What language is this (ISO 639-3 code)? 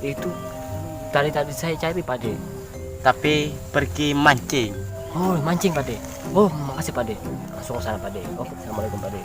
bjn